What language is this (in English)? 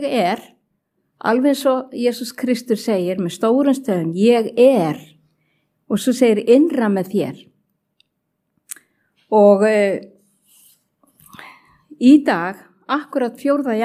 Icelandic